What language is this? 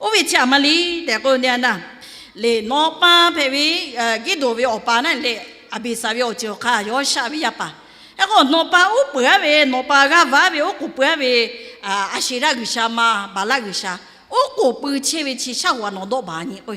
Lahu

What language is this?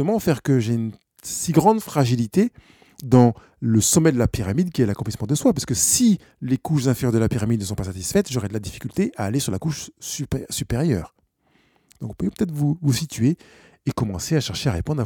French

